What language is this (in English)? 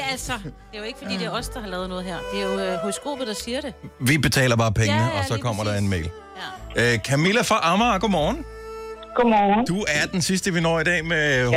Danish